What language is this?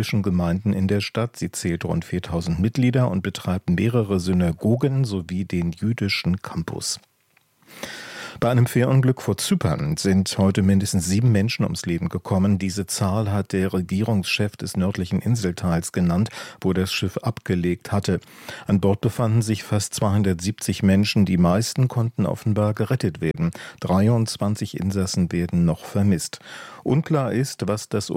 German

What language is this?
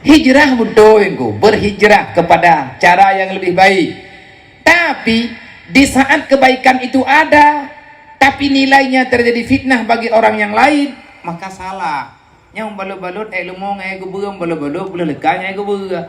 Achinese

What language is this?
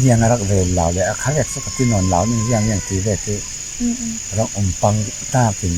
Falam Chin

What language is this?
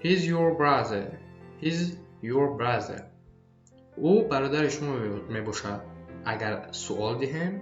Tajik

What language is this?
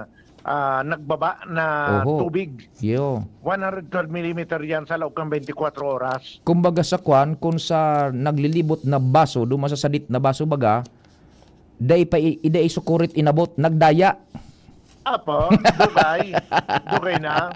Bikol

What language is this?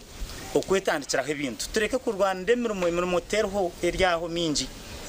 Nyankole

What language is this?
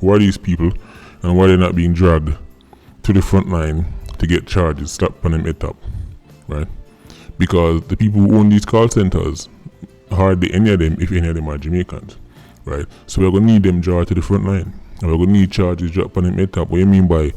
Jamaican Creole English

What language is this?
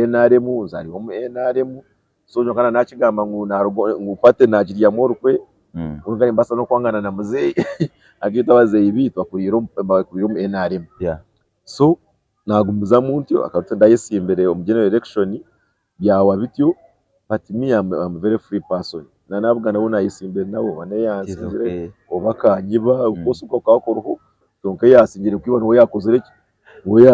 Nyankole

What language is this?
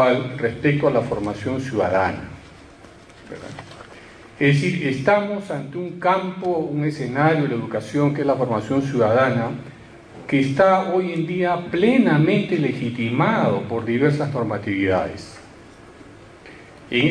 Spanish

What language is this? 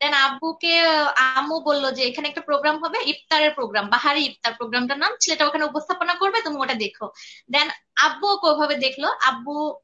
Bangla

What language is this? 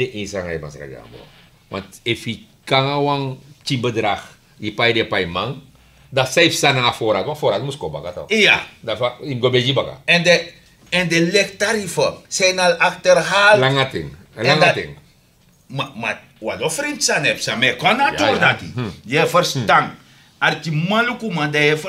Sranan Tongo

